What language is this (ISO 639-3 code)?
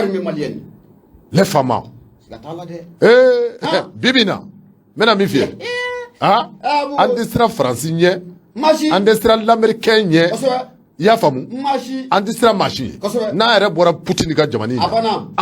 bam